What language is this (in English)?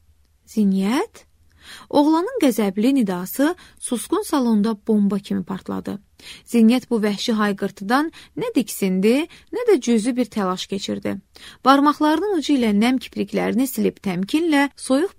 Azerbaijani